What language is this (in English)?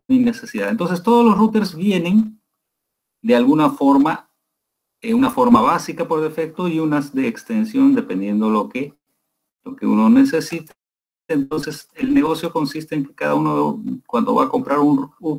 Spanish